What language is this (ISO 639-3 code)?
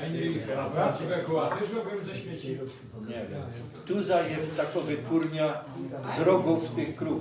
szl